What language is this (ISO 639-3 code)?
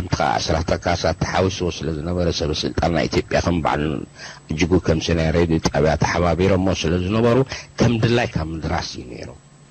tir